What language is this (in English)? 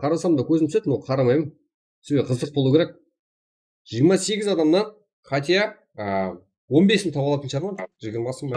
Kara-Kalpak